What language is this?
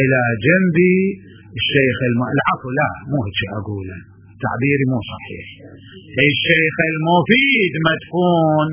Mesopotamian Arabic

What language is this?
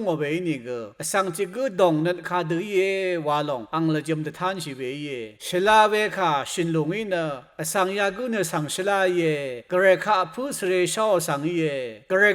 Rawang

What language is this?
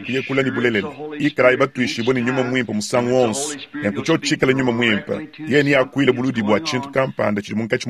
Luba-Lulua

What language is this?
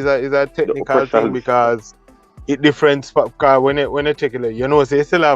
Jamaican Creole English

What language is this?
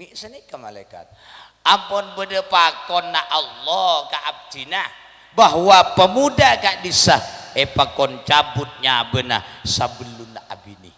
Madurese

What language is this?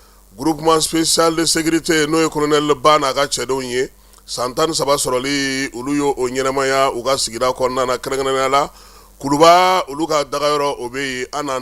Bambara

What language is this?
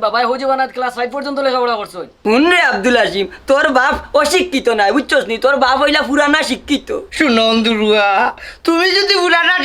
Sylheti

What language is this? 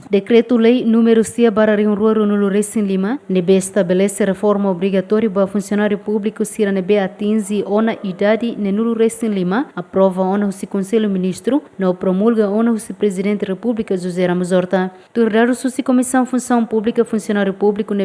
Tetum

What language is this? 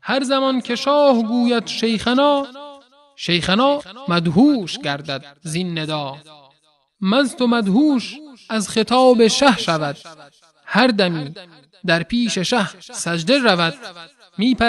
Persian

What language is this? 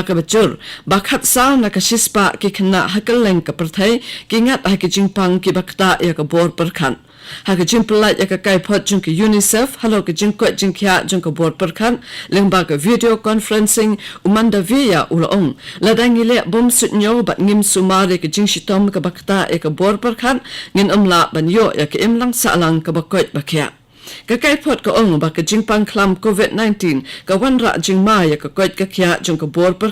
Khasi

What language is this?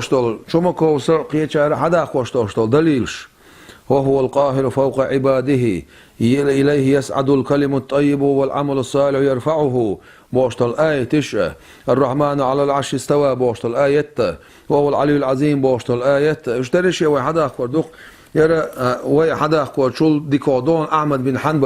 Chechen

